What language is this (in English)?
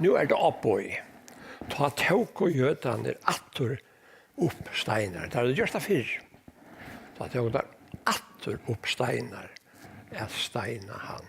Faroese